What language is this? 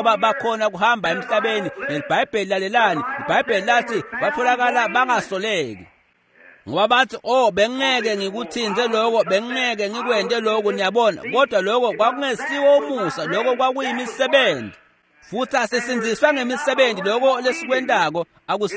Swati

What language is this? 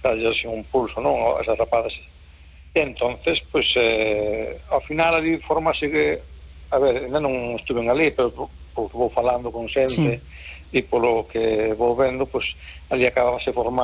Galician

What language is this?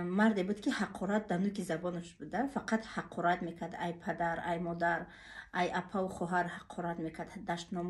Tajik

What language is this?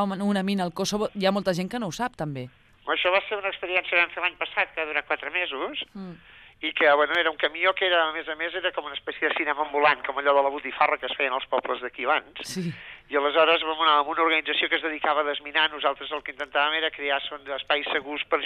Catalan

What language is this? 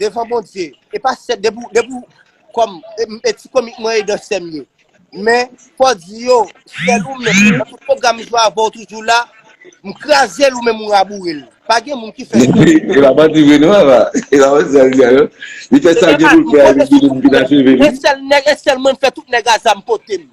Haitian Creole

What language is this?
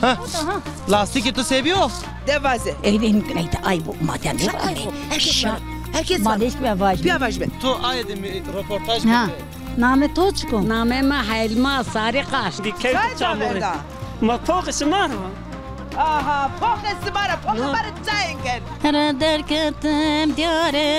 Zaza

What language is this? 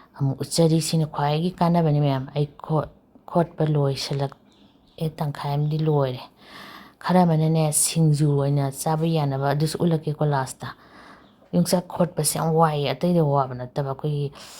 Manipuri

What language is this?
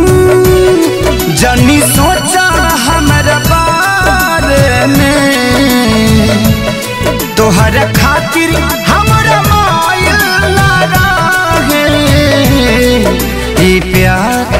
Bhojpuri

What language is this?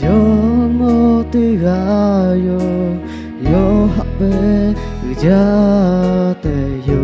Lahu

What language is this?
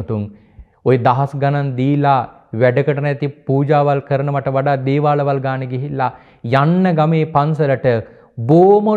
Sinhala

